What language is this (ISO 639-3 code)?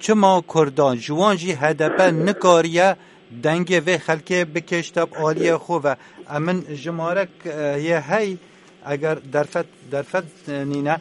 kur